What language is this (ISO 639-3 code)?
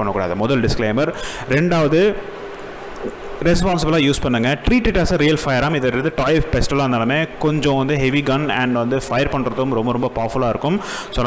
tam